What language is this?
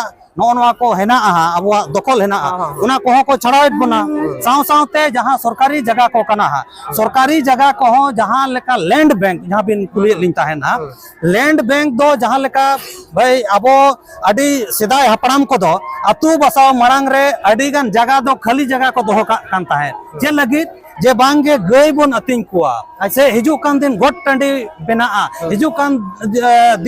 Santali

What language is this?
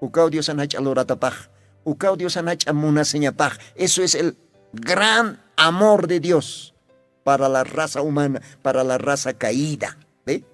Aymara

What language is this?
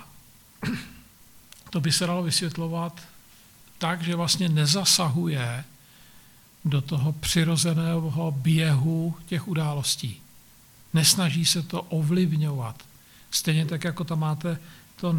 Czech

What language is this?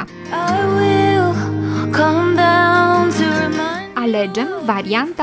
Romanian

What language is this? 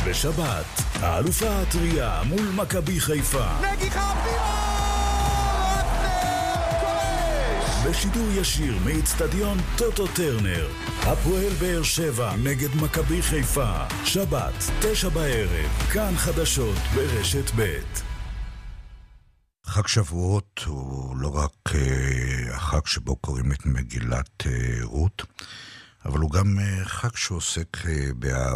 Hebrew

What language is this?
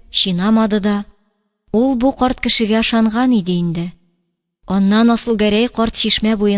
Tatar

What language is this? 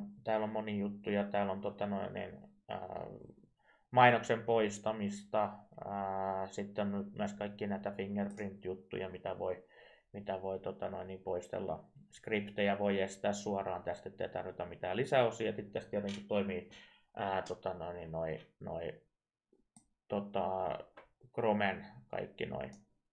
Finnish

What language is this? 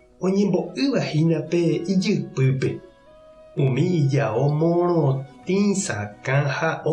Guarani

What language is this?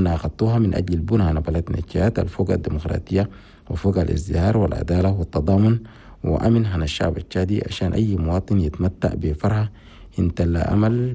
Chadian Arabic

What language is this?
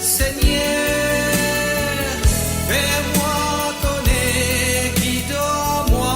Morisyen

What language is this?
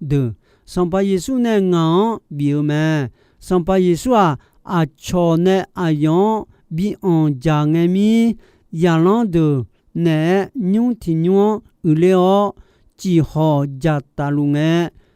Akha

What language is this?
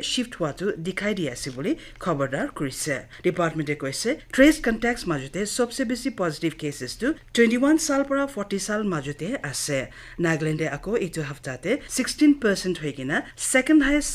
Naga Pidgin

